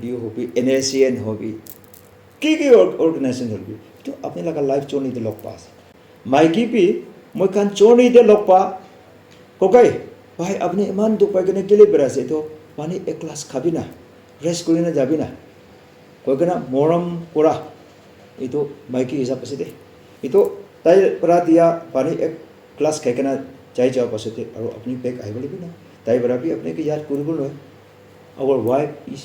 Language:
Naga Pidgin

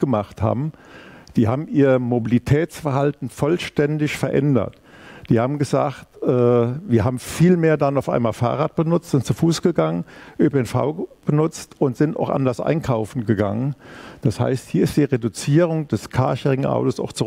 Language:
German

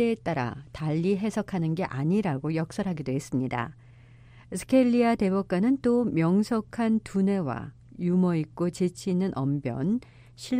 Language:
Korean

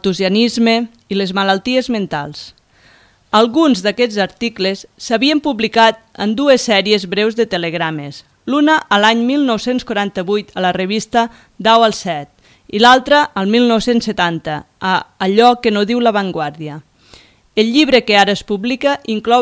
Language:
Catalan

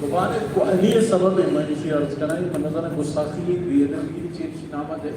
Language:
Eastern Balochi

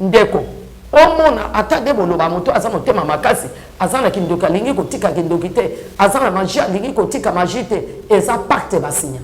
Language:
Lingala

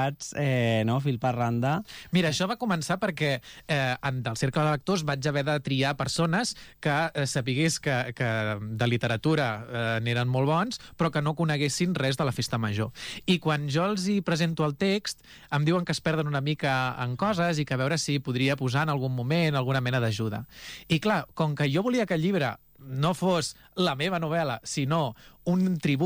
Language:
Catalan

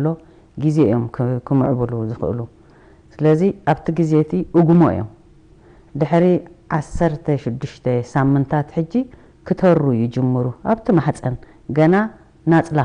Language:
Tigrinya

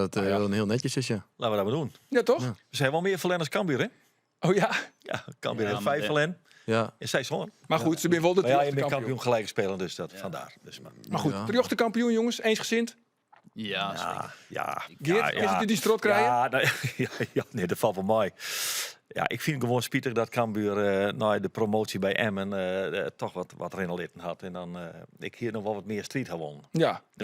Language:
Western Frisian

